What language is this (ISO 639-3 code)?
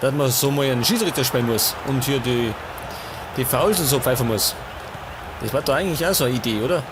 bar